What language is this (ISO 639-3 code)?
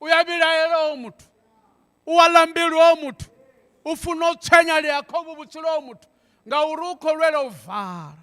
ven